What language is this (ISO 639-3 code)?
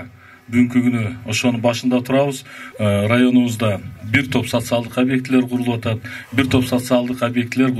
kir